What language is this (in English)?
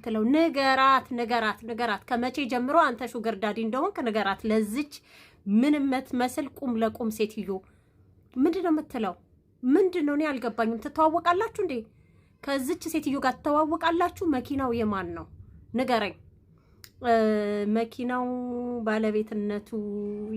Amharic